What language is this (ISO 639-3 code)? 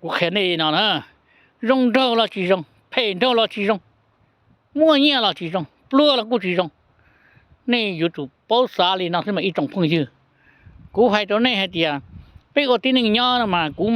hmn